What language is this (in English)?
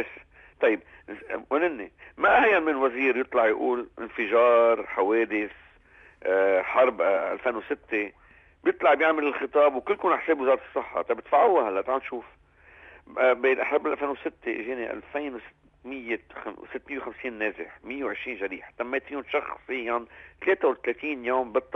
North Levantine Arabic